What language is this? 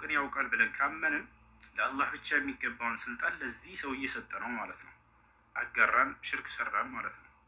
Amharic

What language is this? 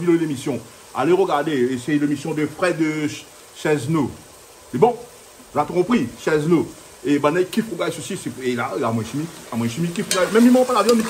Réunion Creole French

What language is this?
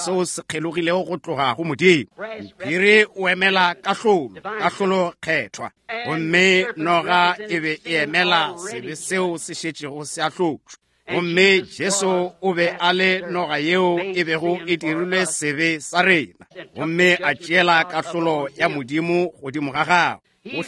Northern Sotho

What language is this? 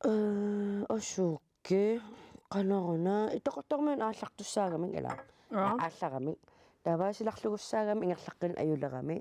Kalaallisut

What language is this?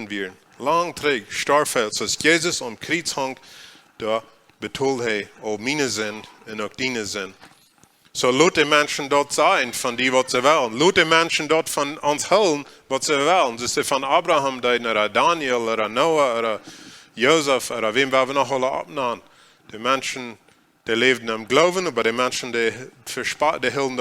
Plautdietsch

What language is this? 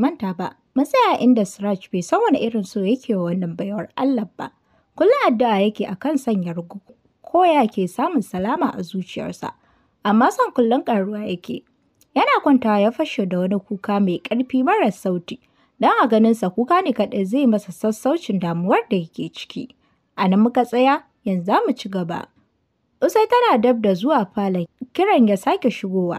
Hausa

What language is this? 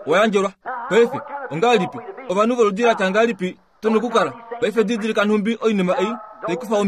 Kuanyama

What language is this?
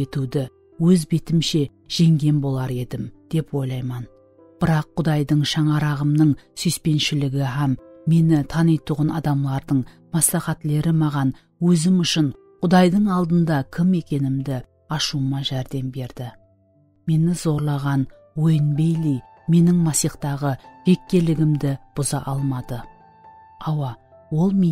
Kara-Kalpak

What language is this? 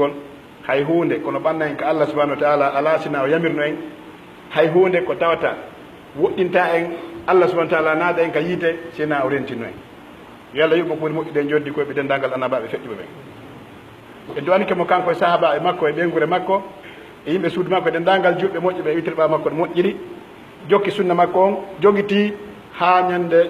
Pular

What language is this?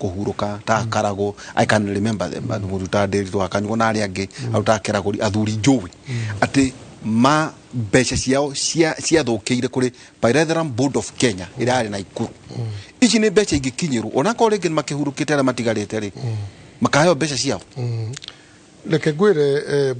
Kikuyu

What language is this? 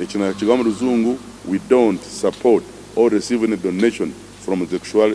Nyankole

